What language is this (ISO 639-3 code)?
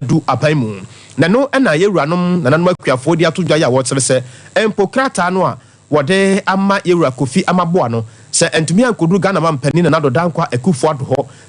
aka